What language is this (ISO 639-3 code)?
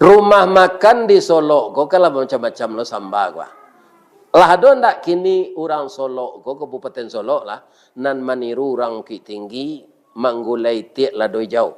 min